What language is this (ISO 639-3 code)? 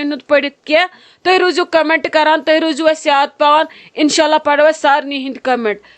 kas